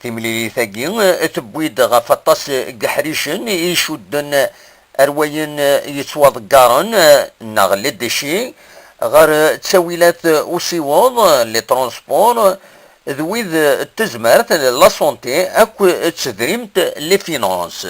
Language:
Kabyle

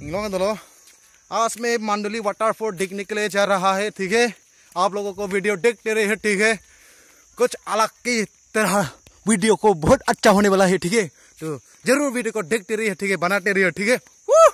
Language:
Karbi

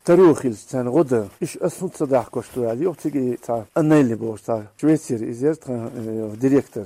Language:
Chechen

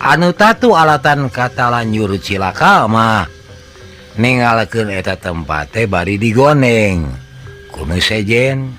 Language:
Sundanese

